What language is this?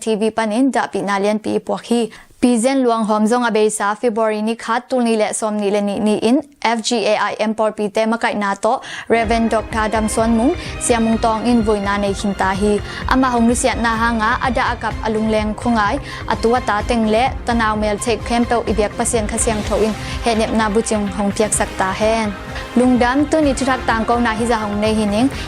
Tedim Chin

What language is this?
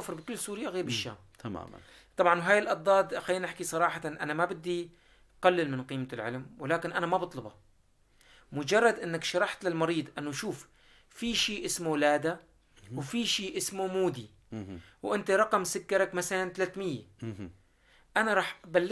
North Levantine Arabic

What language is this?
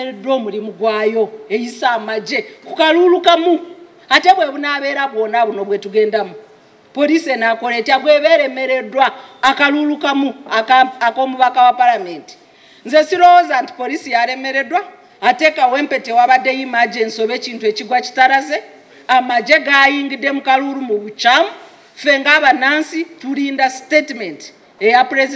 Ganda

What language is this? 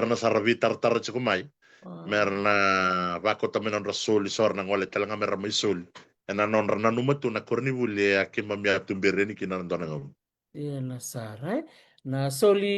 Fijian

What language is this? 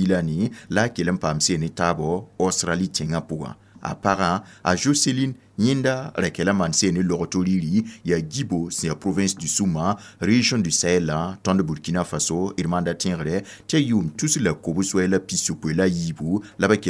Mossi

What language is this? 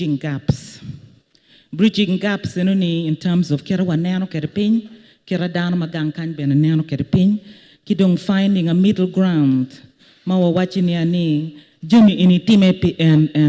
Acoli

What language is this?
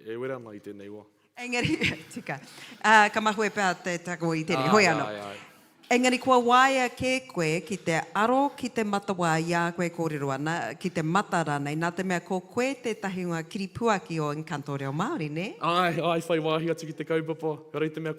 Māori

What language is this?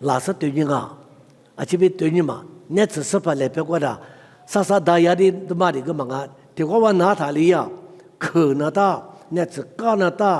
Lisu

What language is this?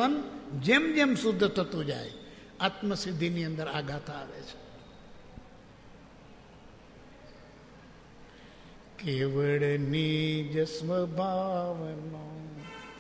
Gujarati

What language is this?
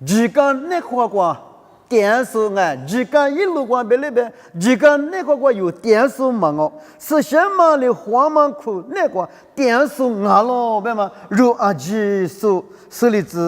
Lisu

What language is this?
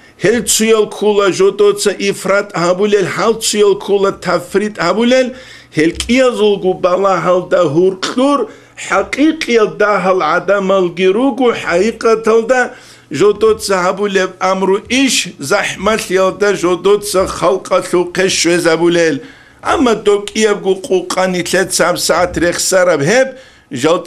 Avaric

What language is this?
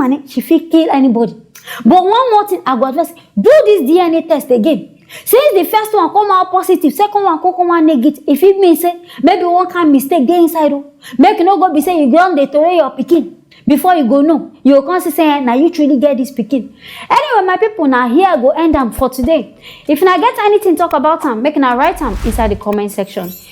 Nigerian Pidgin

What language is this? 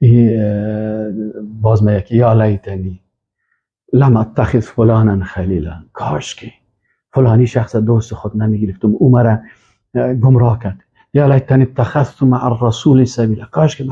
Persian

